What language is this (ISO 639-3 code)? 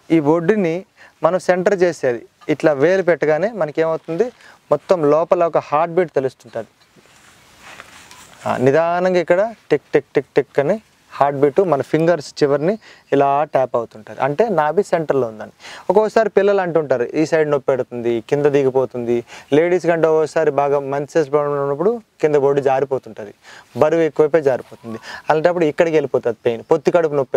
tel